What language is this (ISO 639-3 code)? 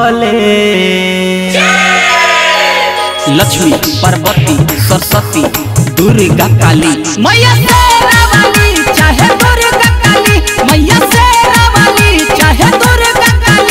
bho